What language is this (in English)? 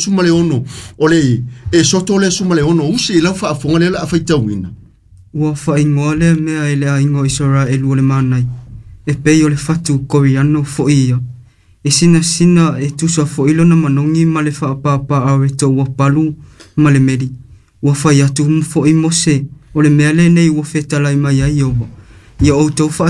Samoan